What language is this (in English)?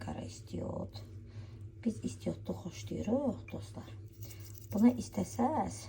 Azerbaijani